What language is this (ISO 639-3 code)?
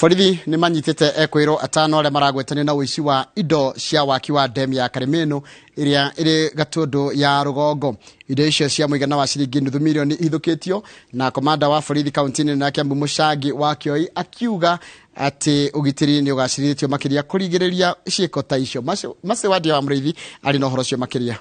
kik